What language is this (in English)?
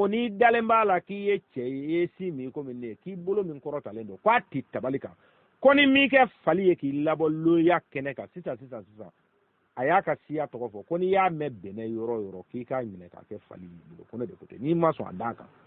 Bambara